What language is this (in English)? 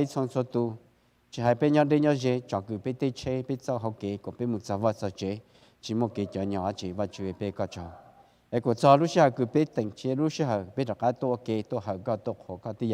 Hmong